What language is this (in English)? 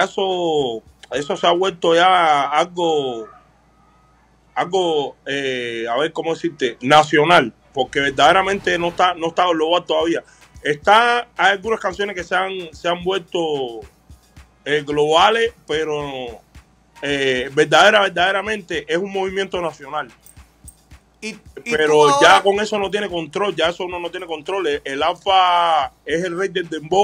Spanish